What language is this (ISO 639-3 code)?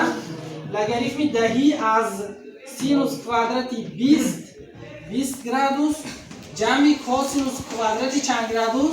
tgk